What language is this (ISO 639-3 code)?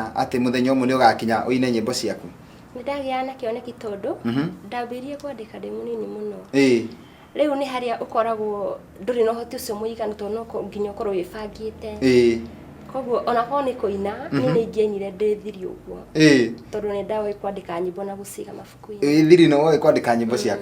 kik